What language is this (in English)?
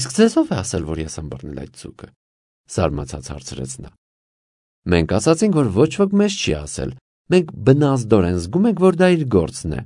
Armenian